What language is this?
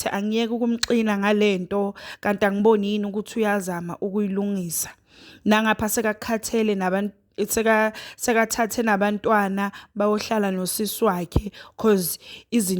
Zulu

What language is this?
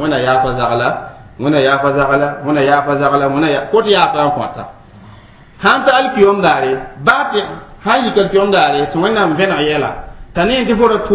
Mossi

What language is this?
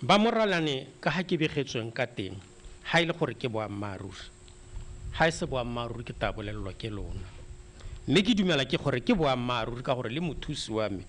Tswana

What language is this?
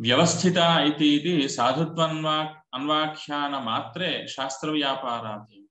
Sanskrit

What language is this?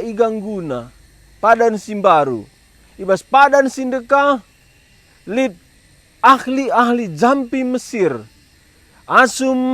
Batak Karo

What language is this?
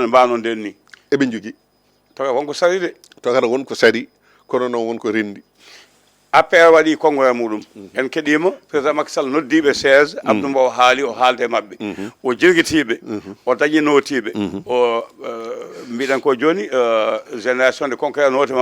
Fula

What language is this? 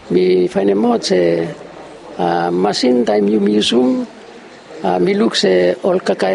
Bislama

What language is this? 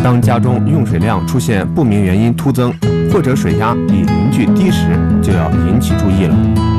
Chinese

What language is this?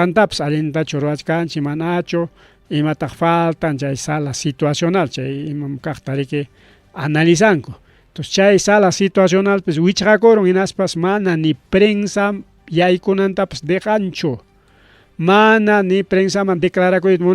Ayacucho Quechua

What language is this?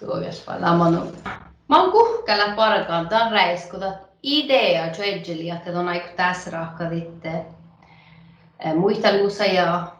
Northern Sami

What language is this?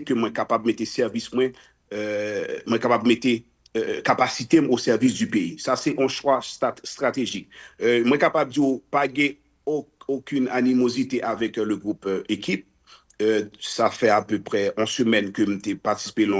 Haitian Creole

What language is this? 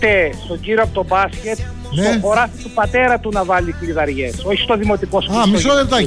Greek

